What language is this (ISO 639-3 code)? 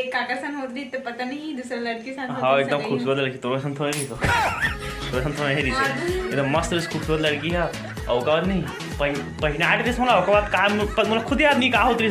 hne